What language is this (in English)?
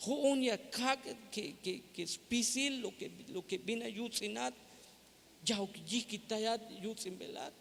Tzeltal